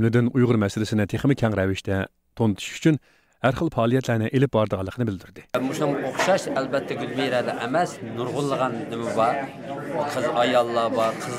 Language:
Uyghur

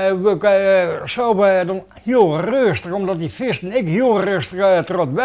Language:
Western Frisian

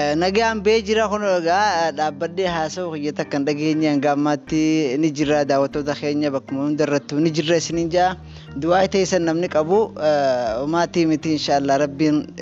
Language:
Oromo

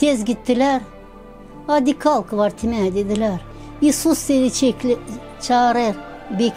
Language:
Gagauz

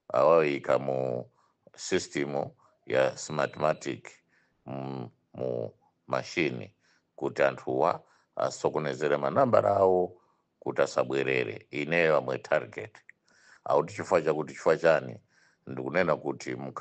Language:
Nyanja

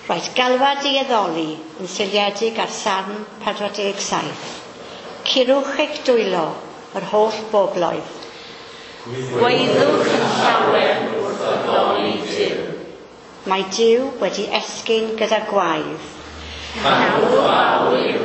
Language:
Welsh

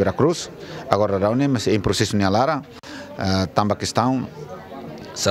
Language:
Tetum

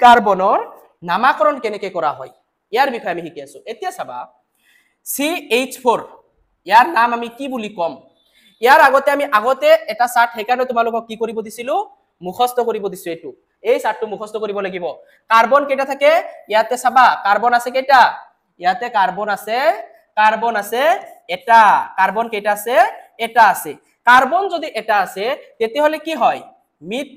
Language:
Assamese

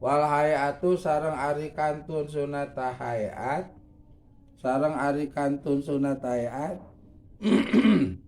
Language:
Sundanese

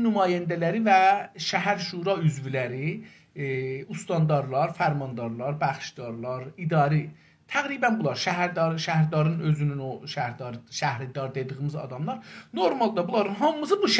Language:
South Azerbaijani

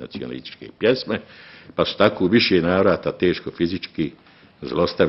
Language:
Bosnian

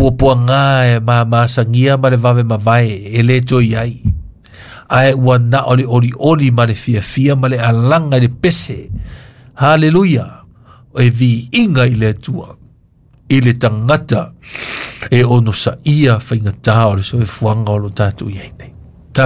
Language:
Samoan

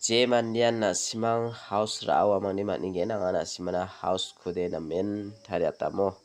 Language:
Garo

